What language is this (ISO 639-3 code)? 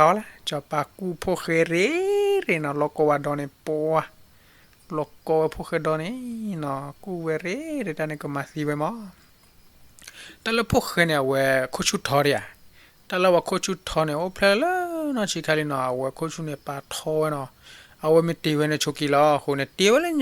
ksw